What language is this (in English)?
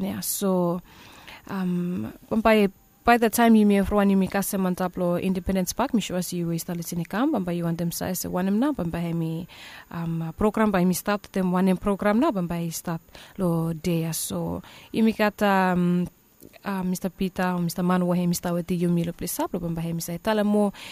Bislama